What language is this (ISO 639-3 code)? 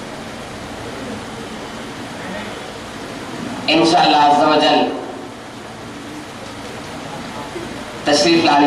urd